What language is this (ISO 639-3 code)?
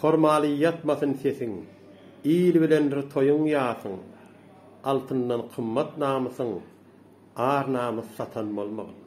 tuk